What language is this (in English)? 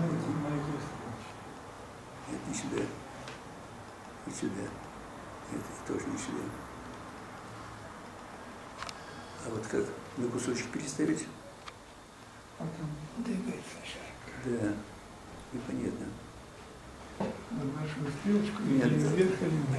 Russian